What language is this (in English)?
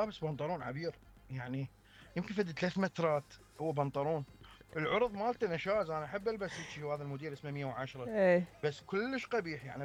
Mesopotamian Arabic